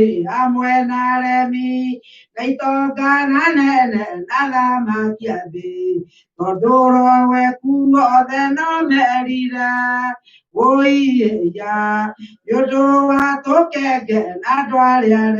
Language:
Kikuyu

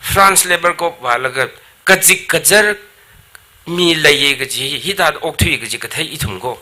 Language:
Tangkhul Naga (India)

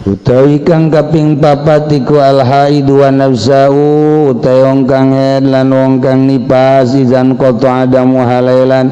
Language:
Sundanese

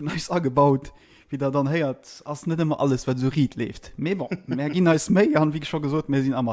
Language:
Luxembourgish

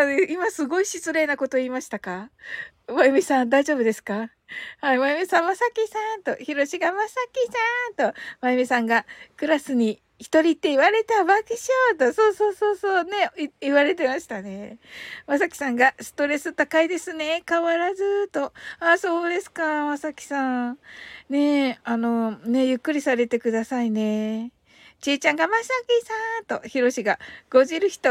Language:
Japanese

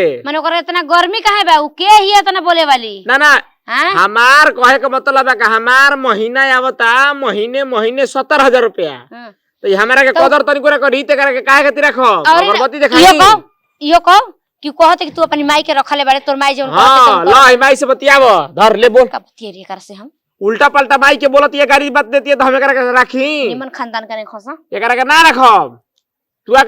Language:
Bhojpuri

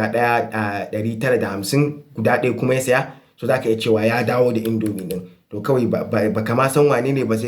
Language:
Hausa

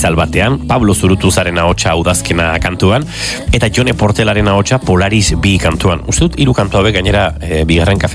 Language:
Basque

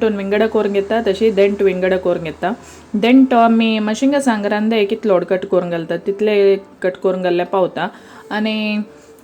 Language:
Konkani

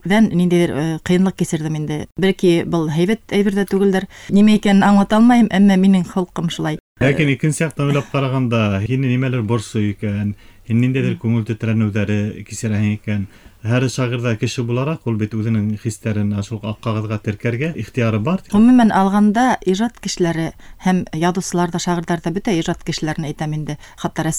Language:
Bashkir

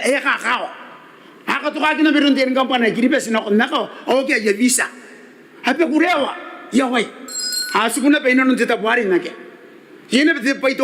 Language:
Gilbertese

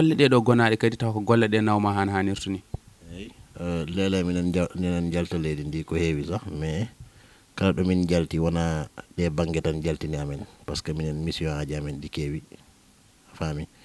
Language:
Fula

